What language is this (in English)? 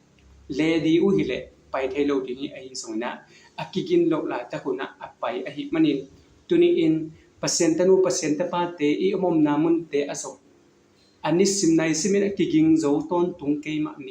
Tedim Chin